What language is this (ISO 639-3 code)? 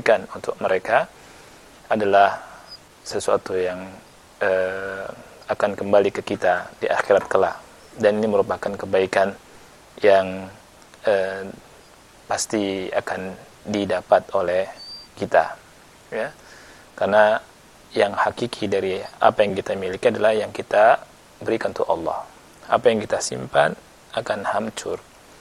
ind